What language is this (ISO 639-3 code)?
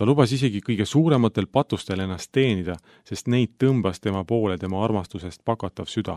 est